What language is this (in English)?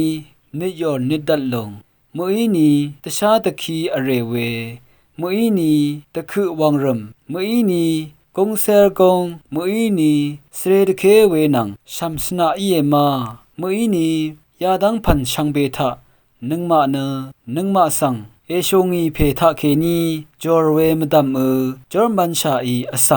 Rawang